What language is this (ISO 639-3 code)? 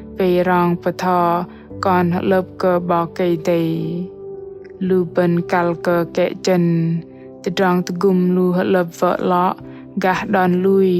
bdq